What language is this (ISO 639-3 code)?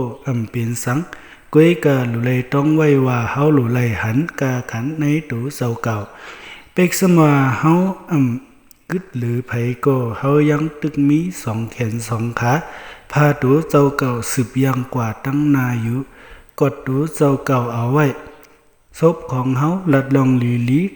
shn